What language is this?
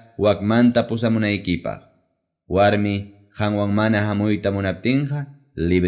Ayacucho Quechua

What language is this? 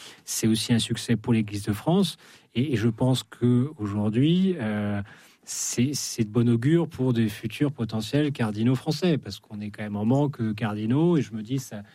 French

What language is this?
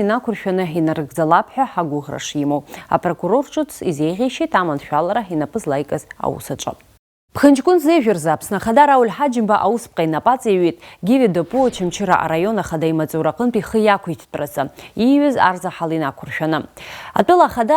Abkhazian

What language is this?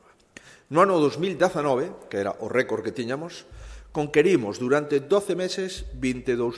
Galician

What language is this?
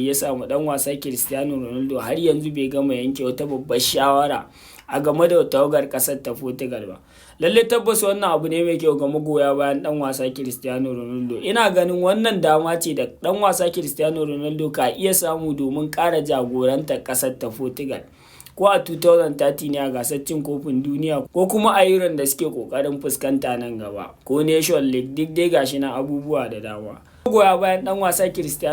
Hausa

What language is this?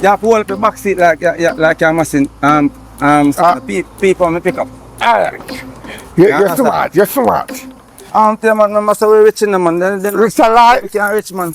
Jamaican Creole English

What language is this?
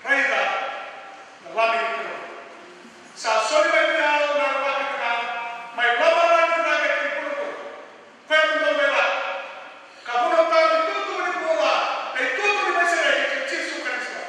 Fijian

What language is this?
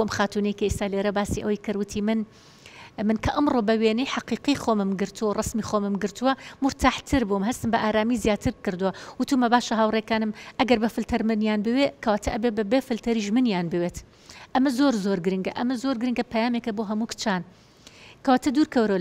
Central Kurdish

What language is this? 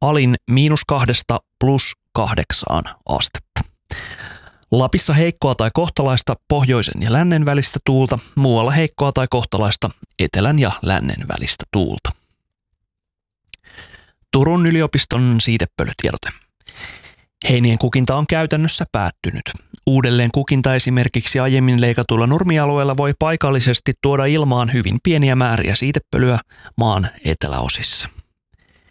Finnish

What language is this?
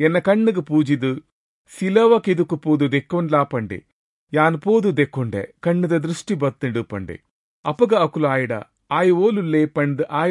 Tulu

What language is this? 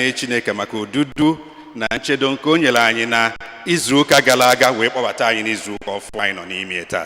Igbo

